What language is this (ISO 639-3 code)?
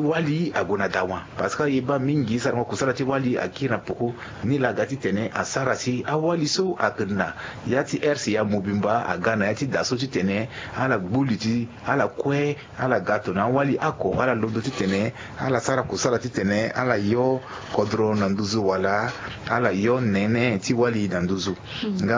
sag